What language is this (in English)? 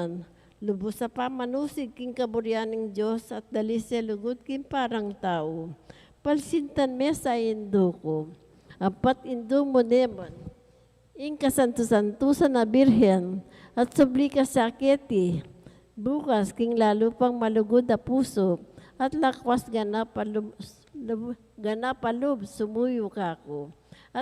Pampanga